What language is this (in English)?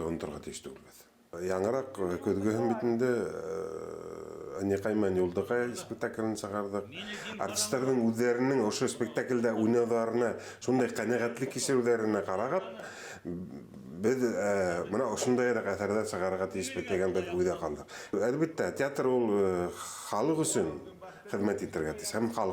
Bashkir